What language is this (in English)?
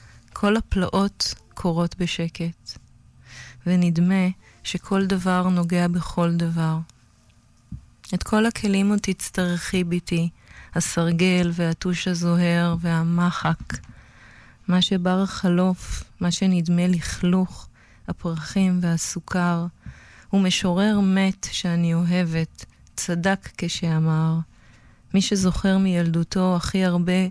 Hebrew